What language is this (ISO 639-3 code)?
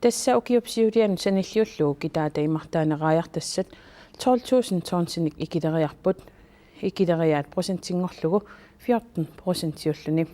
kal